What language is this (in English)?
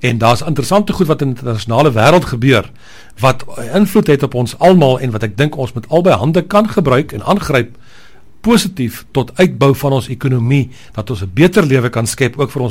Afrikaans